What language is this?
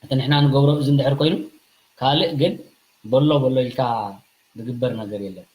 Tigrinya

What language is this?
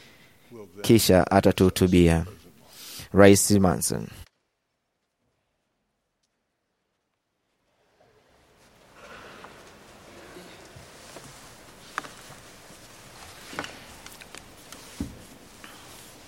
Swahili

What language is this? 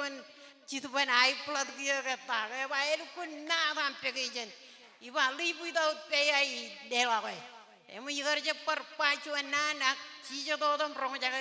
Marshallese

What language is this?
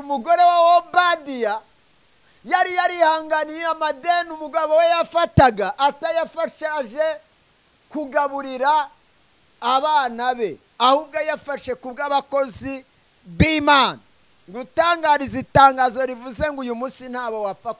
Kinyarwanda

